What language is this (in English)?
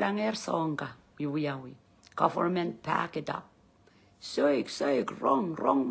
Pohnpeian